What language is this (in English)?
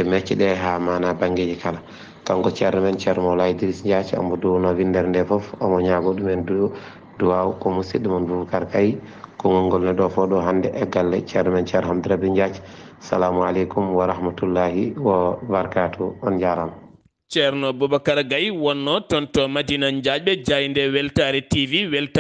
Fula